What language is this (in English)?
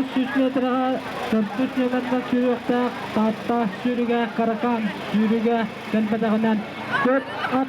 Yakut